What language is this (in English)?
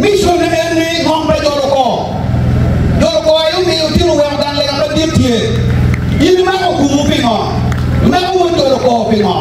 Acoli